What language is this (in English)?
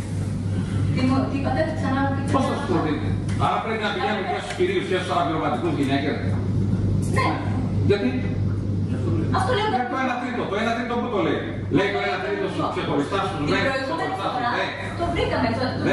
Greek